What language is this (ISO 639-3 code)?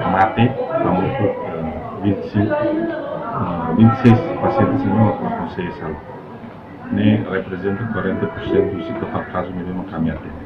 tet